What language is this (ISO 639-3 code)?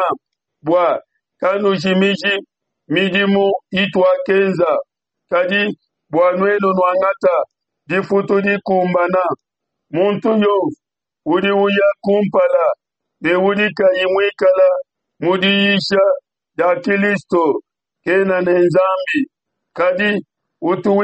lua